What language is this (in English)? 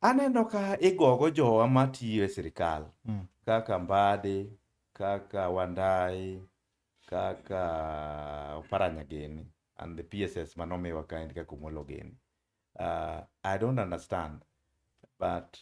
Luo (Kenya and Tanzania)